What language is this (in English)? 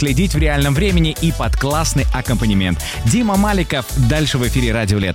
Russian